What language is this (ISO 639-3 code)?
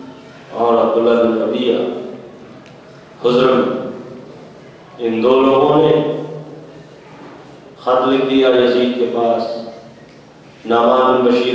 urd